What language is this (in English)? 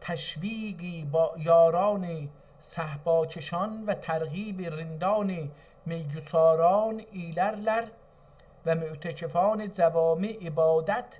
South Azerbaijani